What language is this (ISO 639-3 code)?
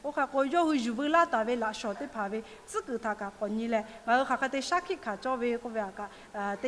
lhu